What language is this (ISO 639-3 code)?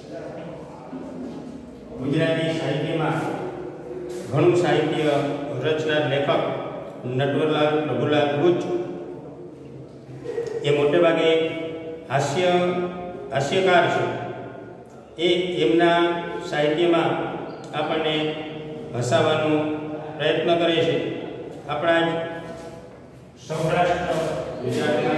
guj